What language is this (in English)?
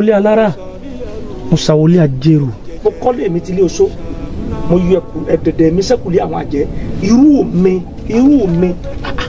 Yoruba